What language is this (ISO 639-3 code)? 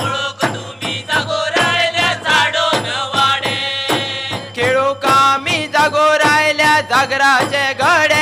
kok